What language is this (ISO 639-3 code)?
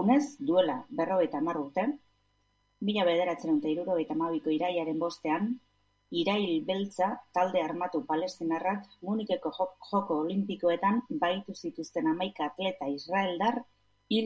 eus